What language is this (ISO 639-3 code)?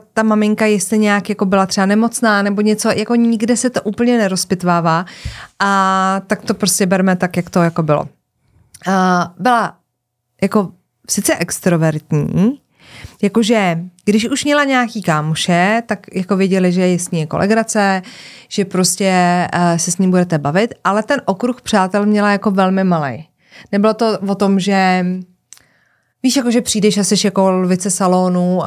ces